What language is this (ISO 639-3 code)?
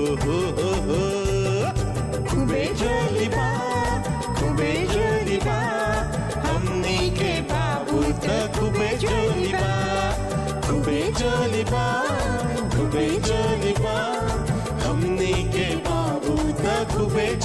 bho